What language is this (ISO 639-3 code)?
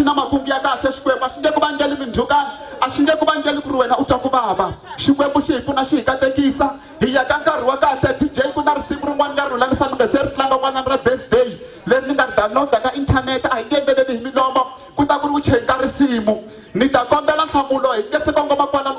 tso